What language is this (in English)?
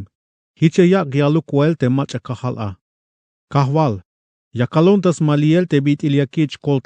Tzeltal